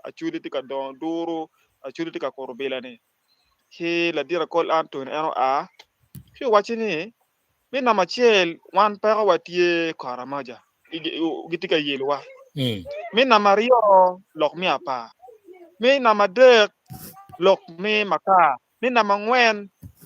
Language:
Acoli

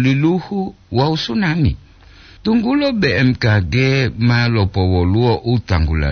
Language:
Gorontalo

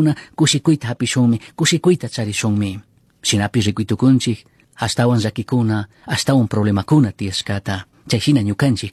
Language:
Chimborazo Highland Quichua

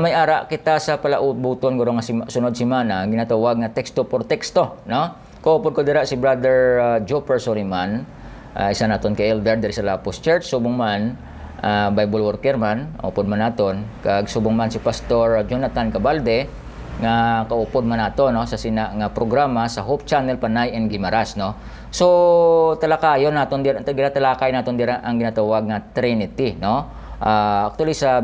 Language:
Hiligaynon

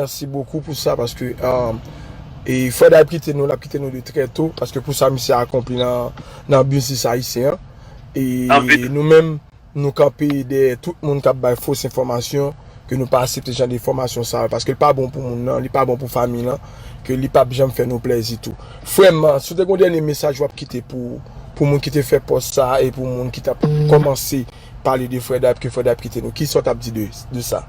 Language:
Haitian Creole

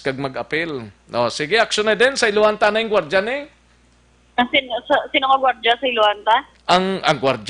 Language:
Hiligaynon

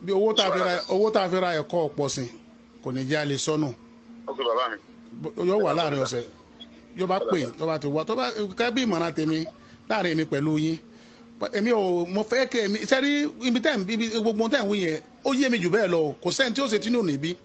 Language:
Yoruba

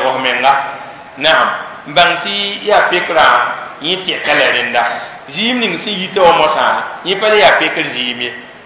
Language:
Mossi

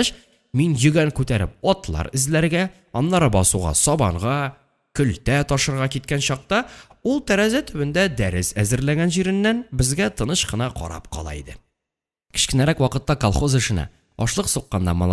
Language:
Tatar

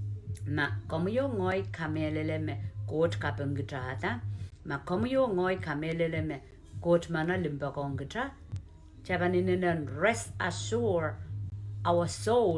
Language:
Pohnpeian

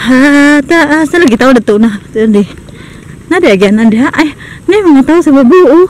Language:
Cebuano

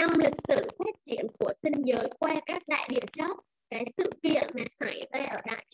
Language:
Vietnamese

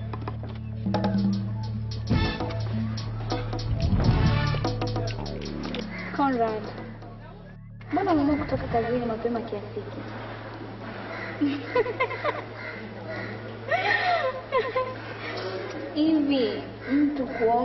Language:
Swahili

